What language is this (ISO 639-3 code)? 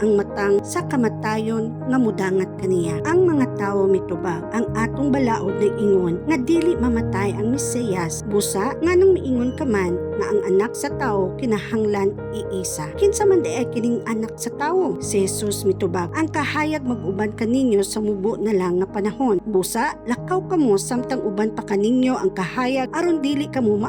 ceb